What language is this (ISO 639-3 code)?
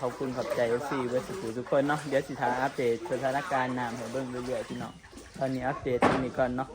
tts